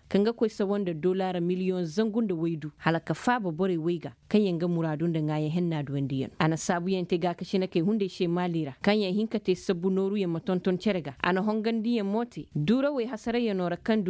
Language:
Koyraboro Senni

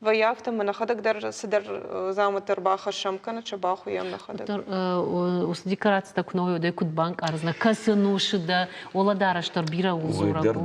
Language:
Ossetic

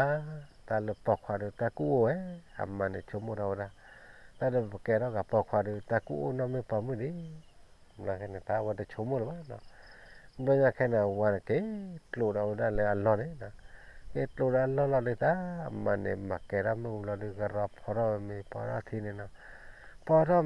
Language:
S'gaw Karen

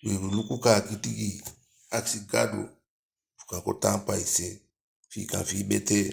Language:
Eastern Maroon Creole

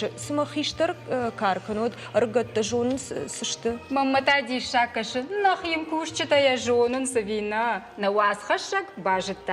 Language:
Ossetic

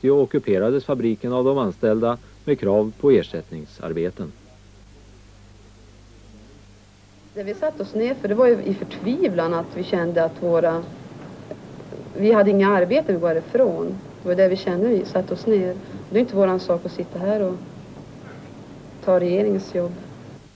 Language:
Swedish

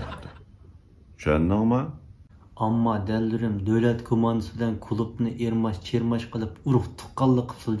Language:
Uyghur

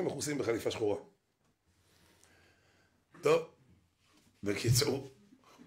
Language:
Hebrew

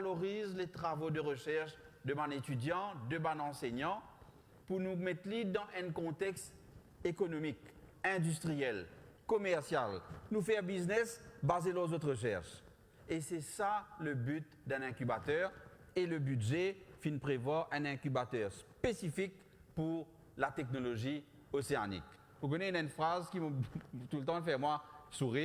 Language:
Morisyen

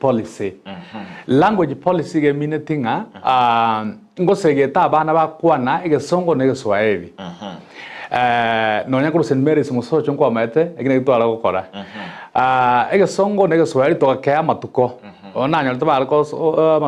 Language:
Gusii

